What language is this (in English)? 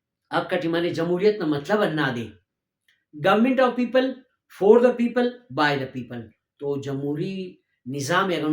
Brahui